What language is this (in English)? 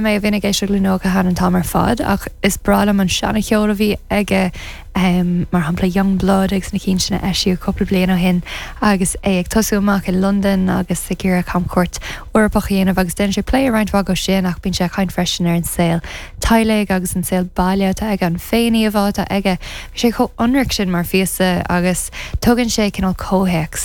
Irish